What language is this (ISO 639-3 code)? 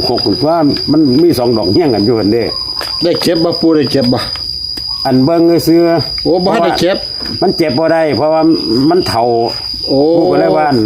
tts